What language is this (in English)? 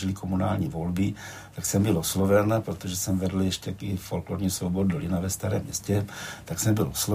Czech